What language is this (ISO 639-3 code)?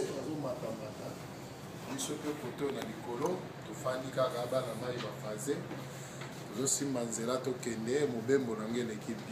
lin